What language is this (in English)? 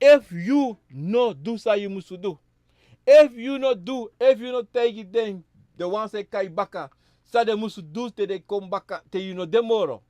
Sranan Tongo